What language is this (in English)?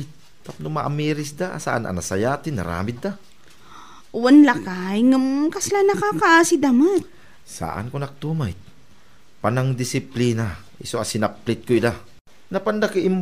Iloko